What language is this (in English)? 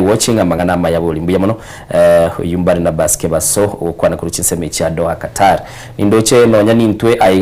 Gusii